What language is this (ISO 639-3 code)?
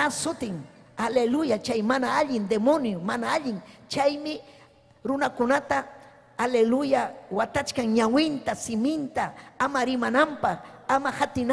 quy